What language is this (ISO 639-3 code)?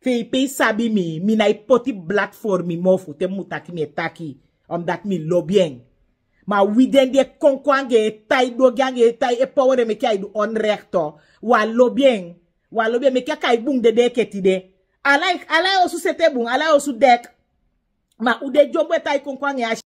srn